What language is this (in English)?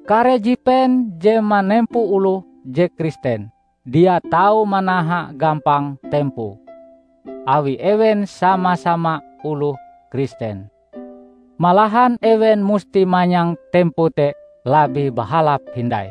Ngaju